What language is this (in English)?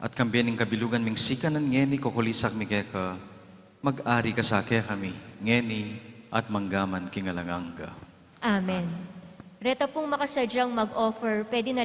Pampanga